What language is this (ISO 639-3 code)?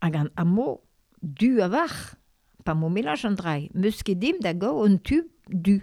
bre